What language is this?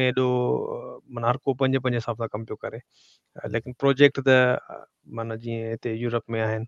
Sindhi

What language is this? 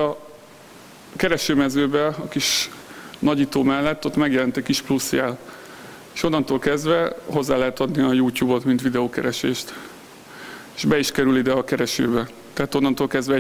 Hungarian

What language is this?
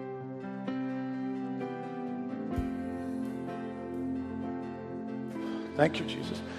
Malayalam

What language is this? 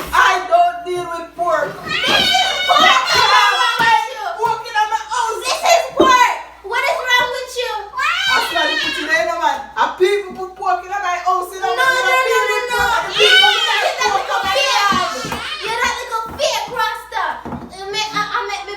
Jamaican Creole English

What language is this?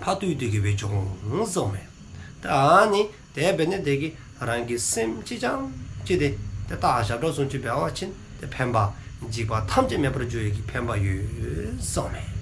Dzongkha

